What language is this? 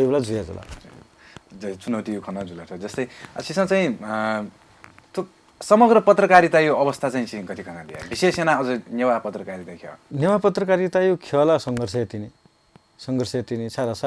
Newari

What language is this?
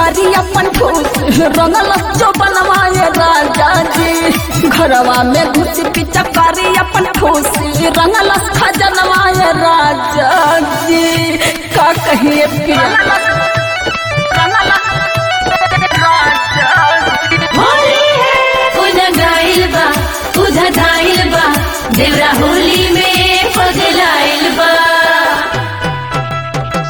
Bhojpuri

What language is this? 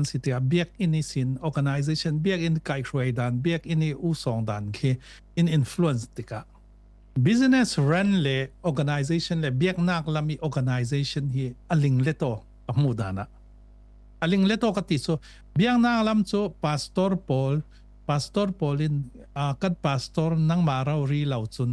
Falam Chin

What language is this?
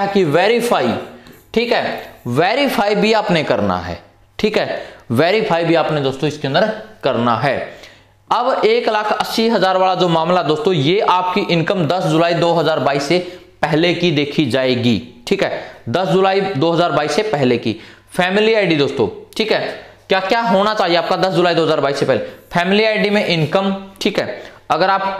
Hindi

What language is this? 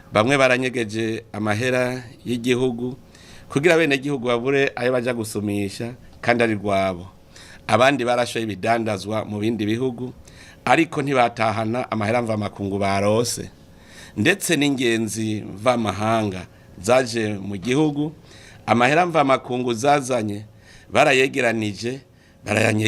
Rundi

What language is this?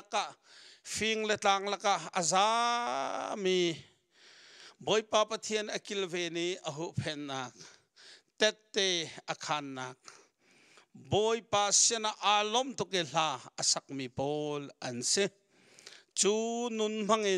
Hakha Chin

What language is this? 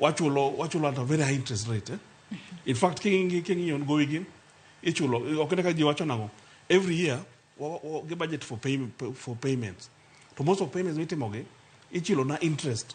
Luo (Kenya and Tanzania)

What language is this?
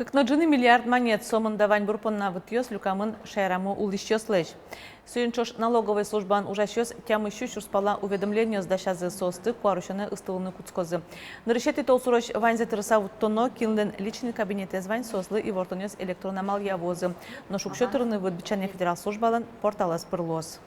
Udmurt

